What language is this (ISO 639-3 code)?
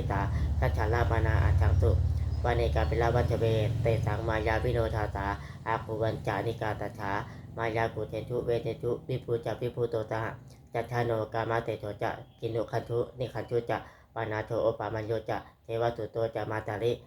pli